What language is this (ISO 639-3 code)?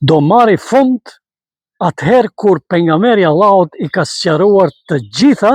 sqi